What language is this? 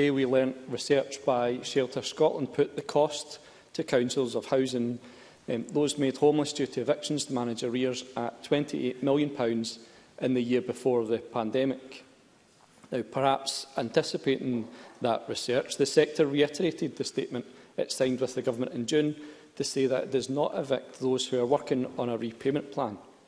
English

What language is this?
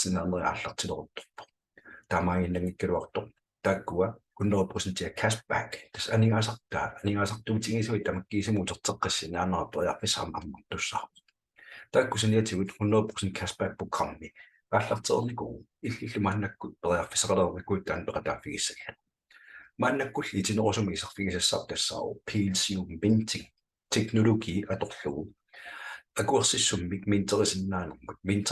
Kalaallisut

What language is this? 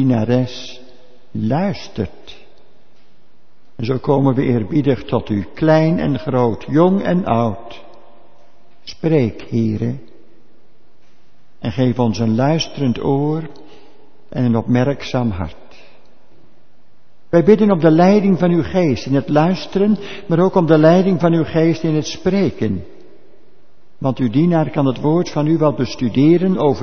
Dutch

